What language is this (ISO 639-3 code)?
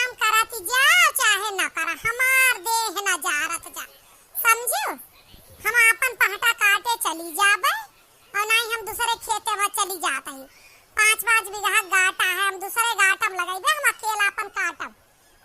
awa